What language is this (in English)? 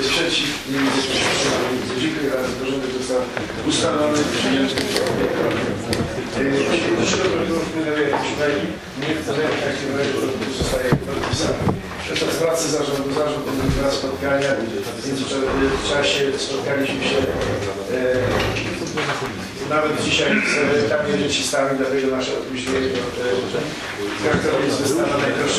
Polish